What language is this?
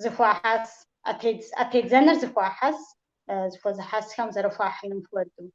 Kabardian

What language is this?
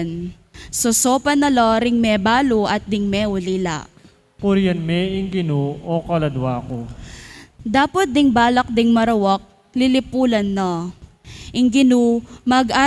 Pampanga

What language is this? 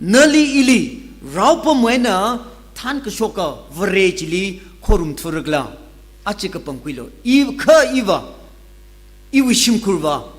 Tangkhul Naga (India)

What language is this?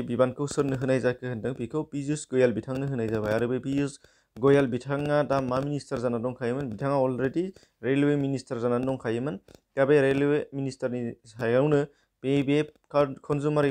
Bodo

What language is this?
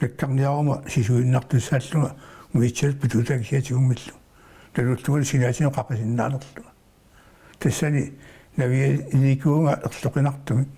Kalaallisut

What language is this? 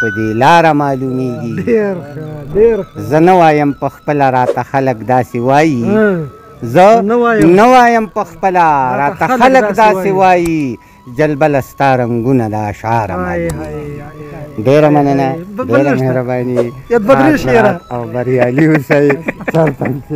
Pashto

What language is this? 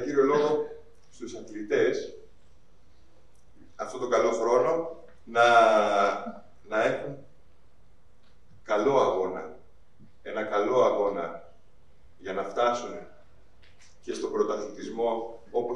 Greek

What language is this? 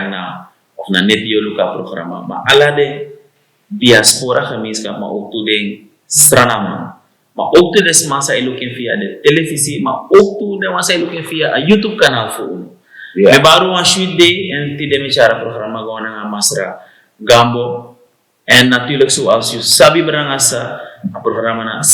Sranan Tongo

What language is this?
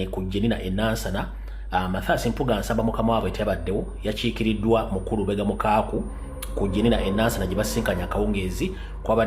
Ganda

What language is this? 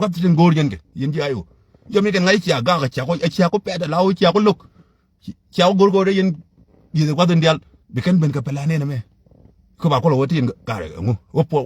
Nuer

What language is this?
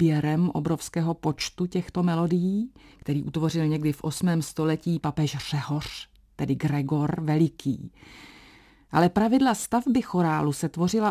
Czech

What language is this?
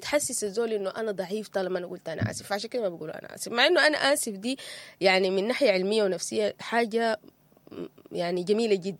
Sudanese Arabic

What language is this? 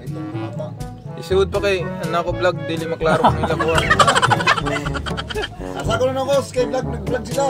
Cebuano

